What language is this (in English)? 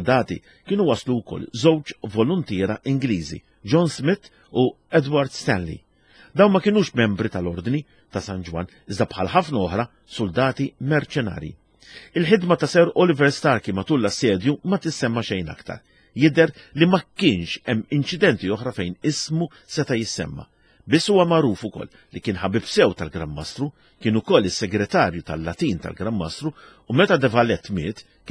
Maltese